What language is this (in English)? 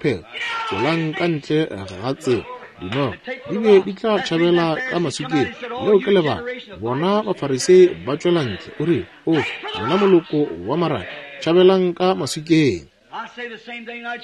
Northern Sotho